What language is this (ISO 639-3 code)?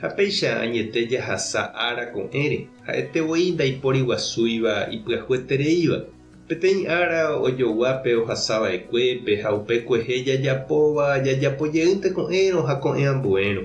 grn